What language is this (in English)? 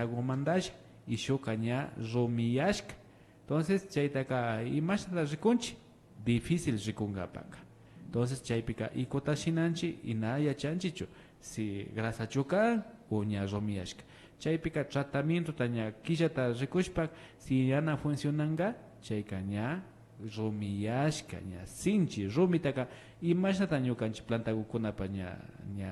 Imbabura Highland Quichua